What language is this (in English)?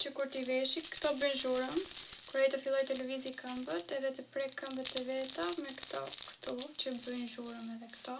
Albanian